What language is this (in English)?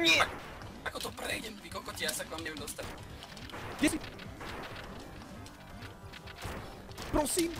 Slovak